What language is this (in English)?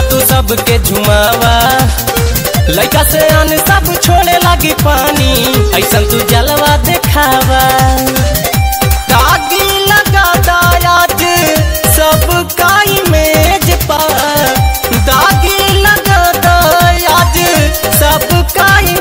Bhojpuri